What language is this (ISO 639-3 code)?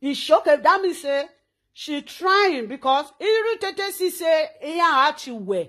pcm